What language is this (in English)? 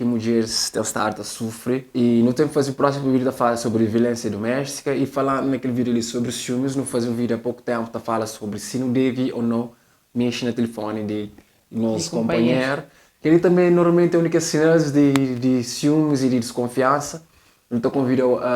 Kabuverdianu